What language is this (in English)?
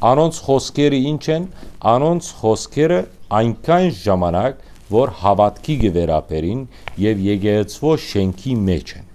Western Armenian